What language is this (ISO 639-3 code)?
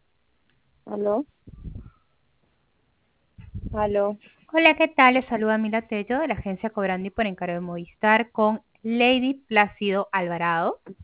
spa